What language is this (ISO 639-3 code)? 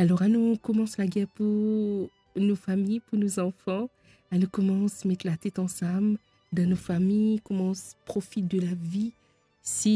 mfe